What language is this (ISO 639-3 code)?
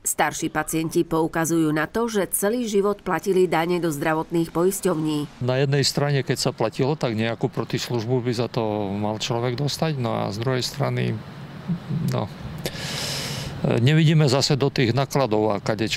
slk